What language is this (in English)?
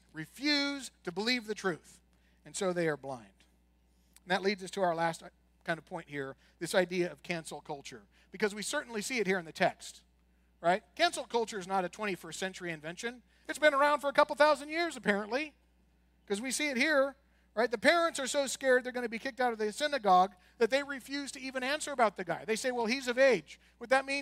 English